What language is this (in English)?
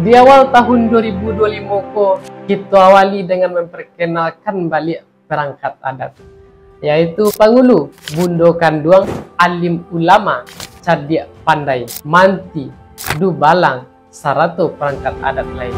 Minangkabau